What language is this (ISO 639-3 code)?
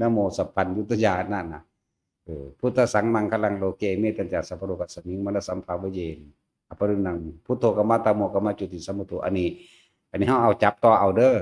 tts